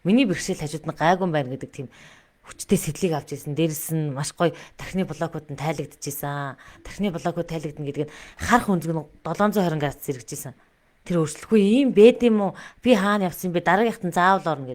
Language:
Mongolian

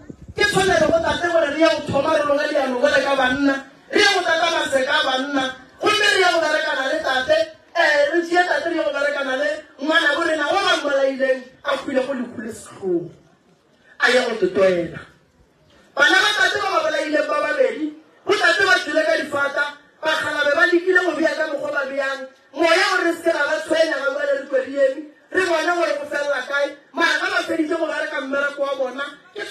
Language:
Northern Sotho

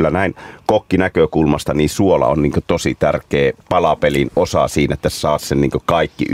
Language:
Finnish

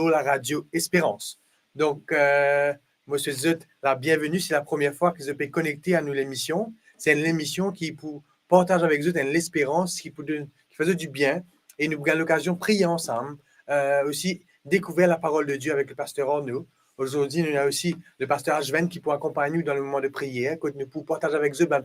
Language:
Morisyen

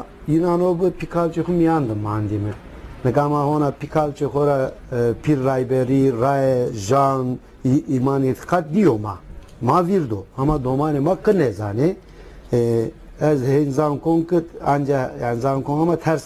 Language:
Zaza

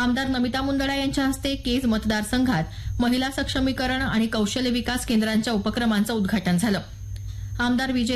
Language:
Marathi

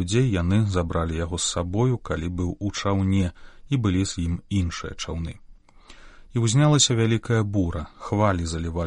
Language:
Belarusian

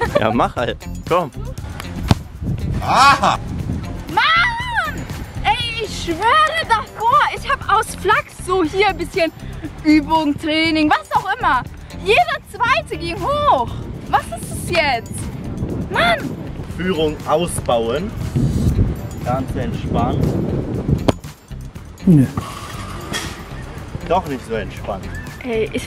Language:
German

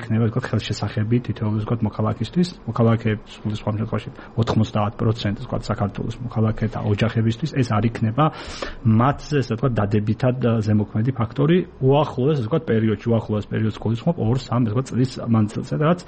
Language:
Georgian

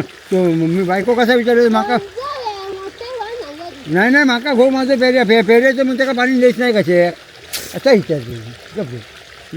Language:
Konkani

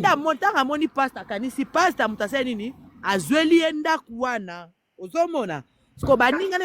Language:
Lingala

